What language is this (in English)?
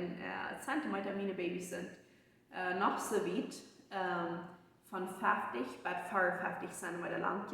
Plautdietsch